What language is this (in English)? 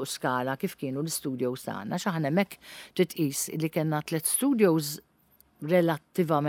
Maltese